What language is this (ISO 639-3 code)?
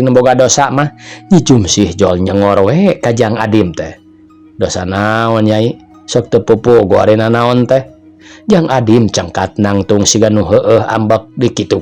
sun